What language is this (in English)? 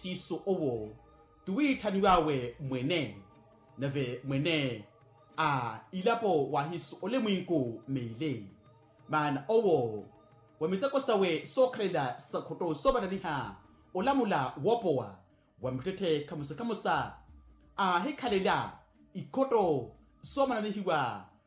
Makhuwa